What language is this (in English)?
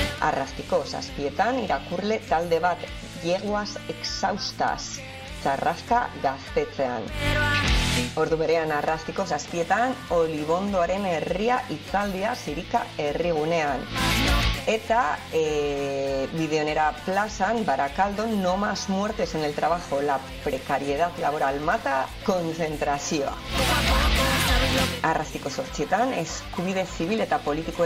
Basque